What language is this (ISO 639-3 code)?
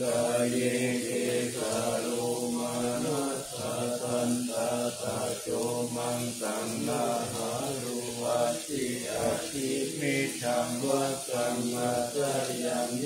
pli